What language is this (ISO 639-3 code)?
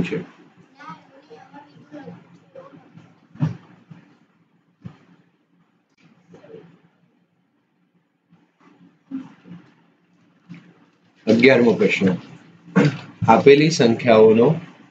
guj